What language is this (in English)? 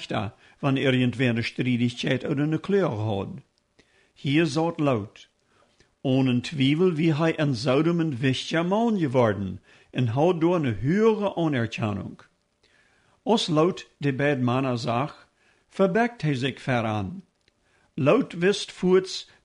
Plautdietsch